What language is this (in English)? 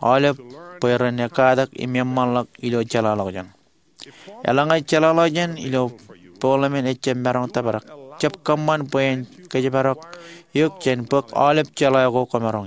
Marshallese